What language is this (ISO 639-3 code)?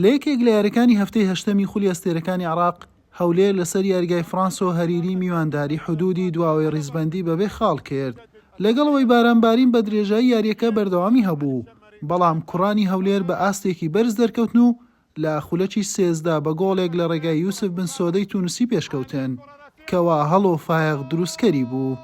ckb